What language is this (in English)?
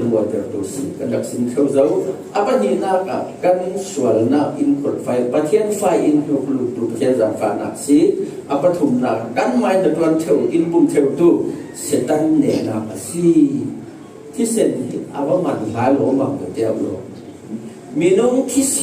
Falam Chin